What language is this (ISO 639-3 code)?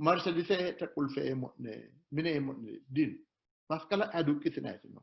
sid